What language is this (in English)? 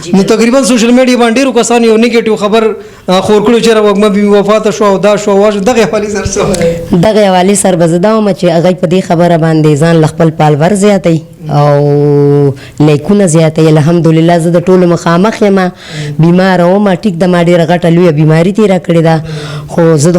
Pashto